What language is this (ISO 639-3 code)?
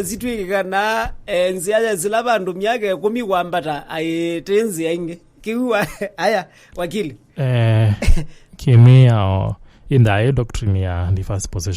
kam